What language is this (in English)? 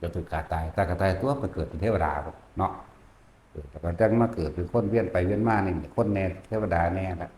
Northeastern Thai